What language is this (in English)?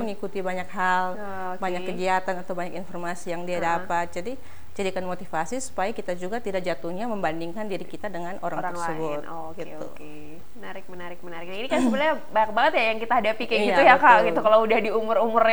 Indonesian